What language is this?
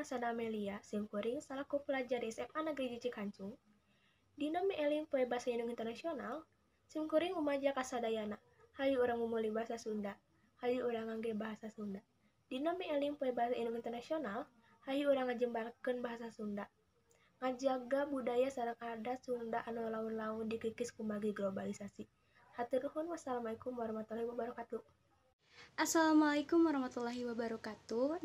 Sundanese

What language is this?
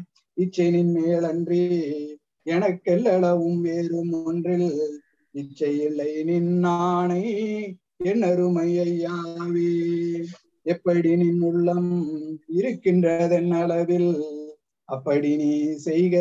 Tamil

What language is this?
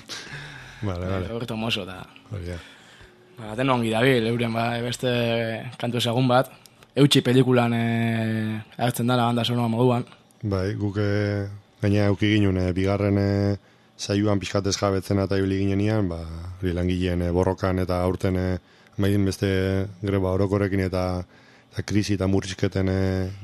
Basque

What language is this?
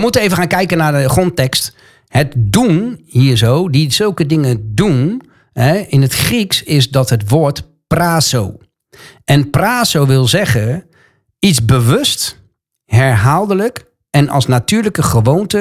Dutch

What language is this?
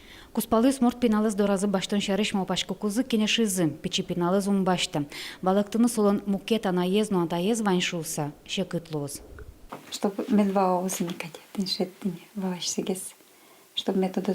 Udmurt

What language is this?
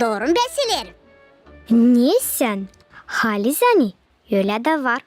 Gagauz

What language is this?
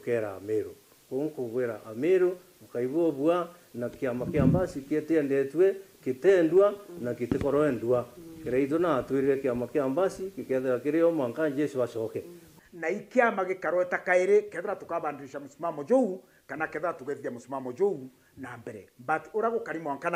Meru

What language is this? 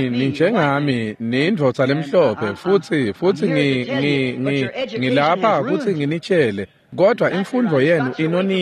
Swati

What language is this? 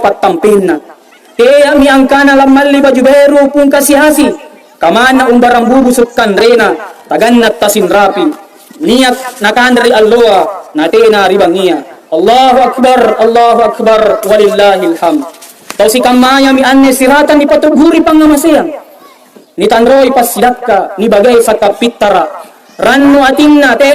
Makasar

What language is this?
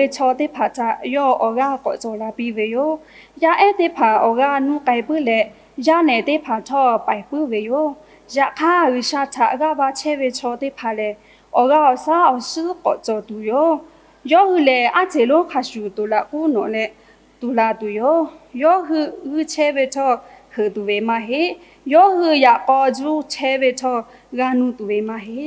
Lahu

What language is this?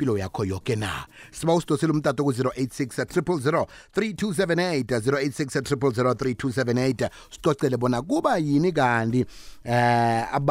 South Ndebele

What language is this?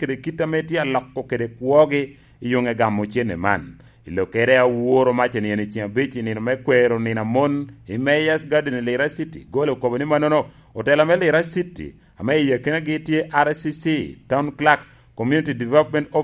Lango (Uganda)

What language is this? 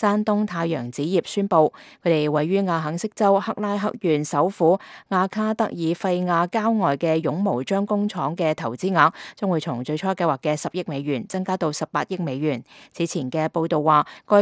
Cantonese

